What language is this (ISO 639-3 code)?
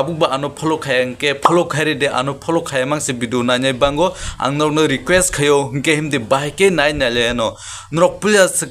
trp